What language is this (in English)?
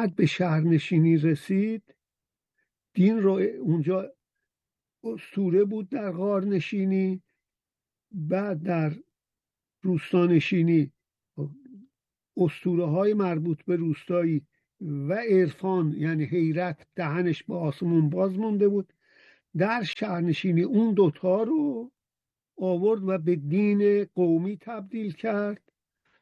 Persian